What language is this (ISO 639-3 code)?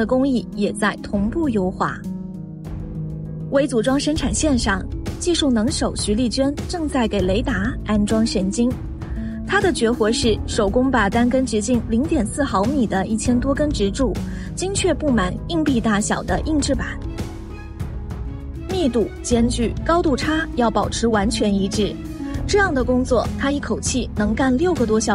zho